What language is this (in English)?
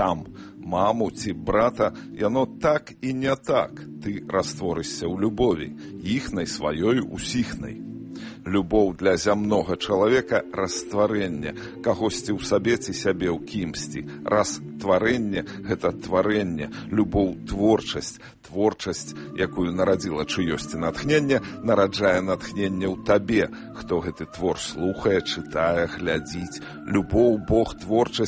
Belarusian